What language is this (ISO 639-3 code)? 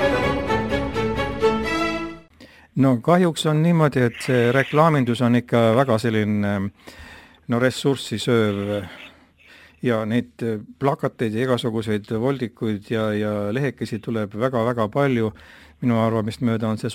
est